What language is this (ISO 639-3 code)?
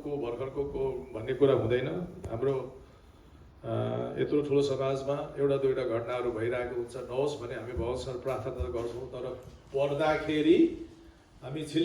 nep